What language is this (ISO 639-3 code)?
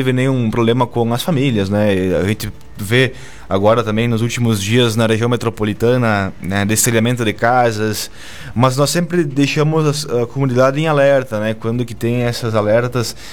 por